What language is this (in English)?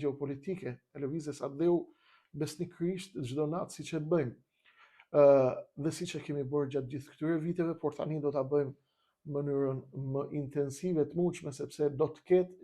Albanian